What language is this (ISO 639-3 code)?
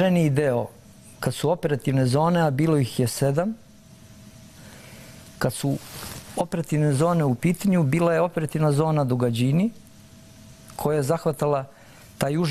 srp